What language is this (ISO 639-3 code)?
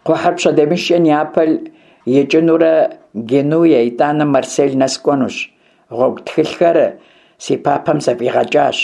kbd